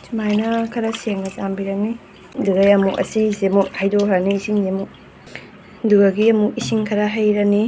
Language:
Manipuri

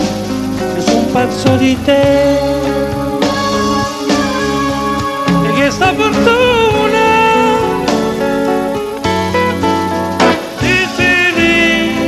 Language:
Italian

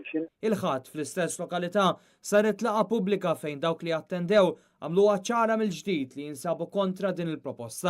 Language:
Maltese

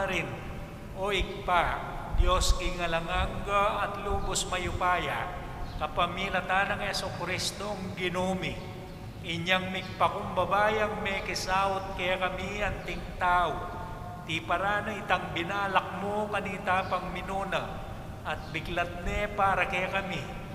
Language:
Pampanga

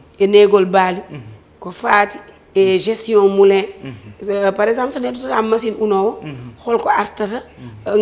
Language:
Fula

